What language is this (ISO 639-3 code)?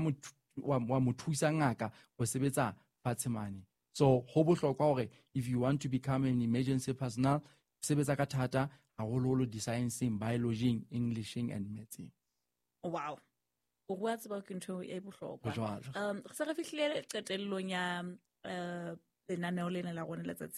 sot